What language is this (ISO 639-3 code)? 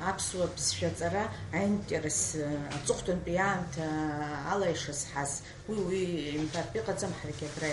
abk